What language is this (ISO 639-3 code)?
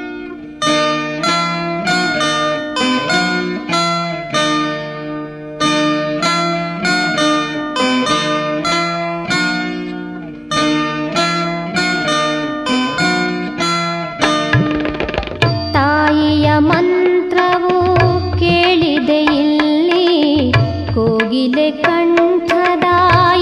kan